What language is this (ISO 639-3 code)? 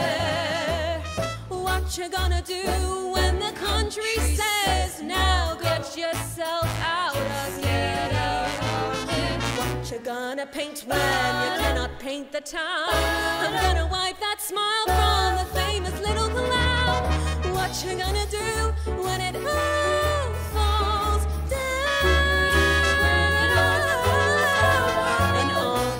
eng